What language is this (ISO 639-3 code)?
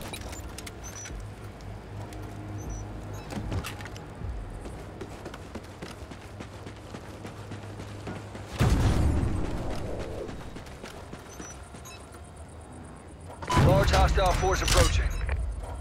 eng